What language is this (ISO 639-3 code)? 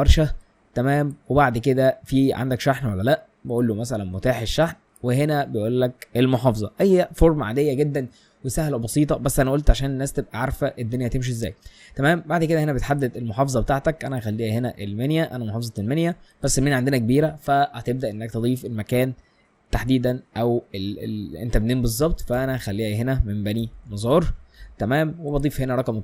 arz